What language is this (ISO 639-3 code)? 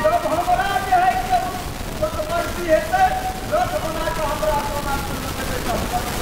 mai